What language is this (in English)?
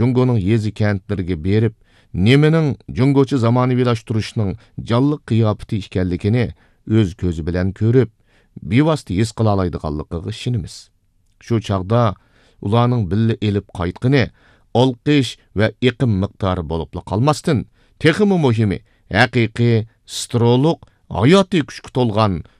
Uyghur